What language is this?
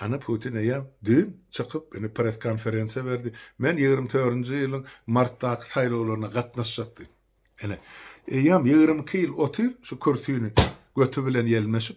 Turkmen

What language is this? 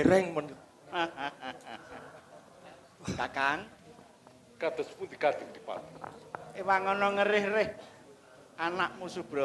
Javanese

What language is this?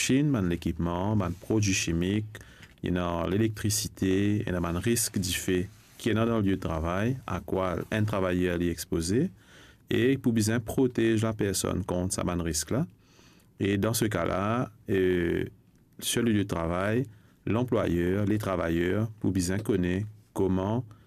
Morisyen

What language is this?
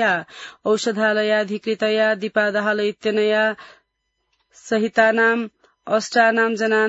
Sanskrit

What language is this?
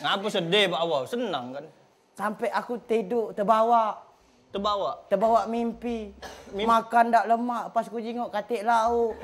Musi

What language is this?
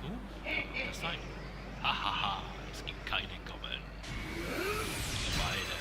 Swiss German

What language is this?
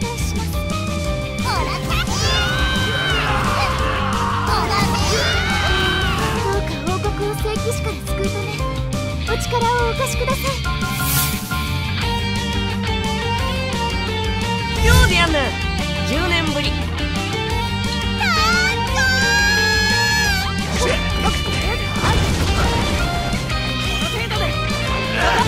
Japanese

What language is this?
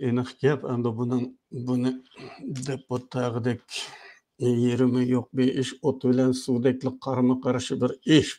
Uyghur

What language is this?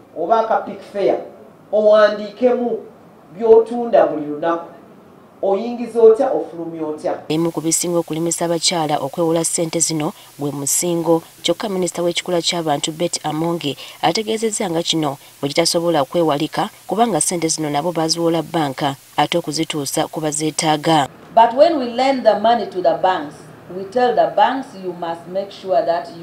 Ganda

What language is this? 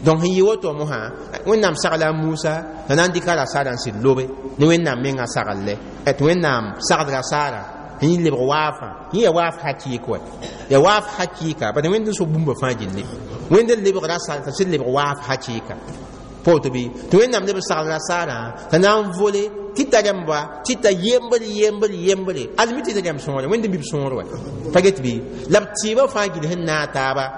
Mossi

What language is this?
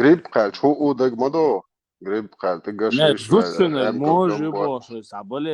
Chechen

